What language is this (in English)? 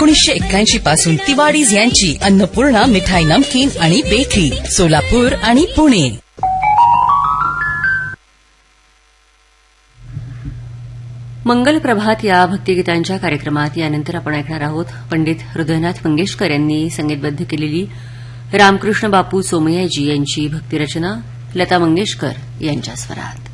Marathi